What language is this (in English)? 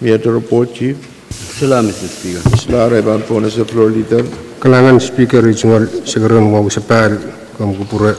Pohnpeian